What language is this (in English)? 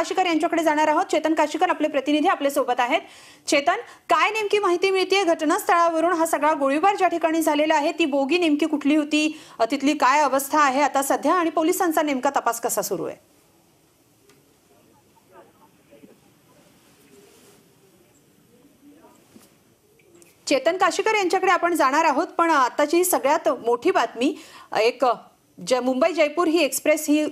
Marathi